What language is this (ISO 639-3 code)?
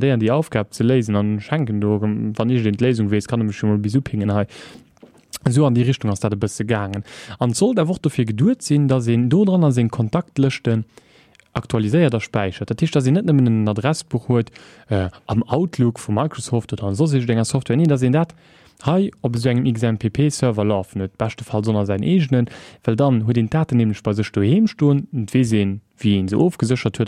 ltz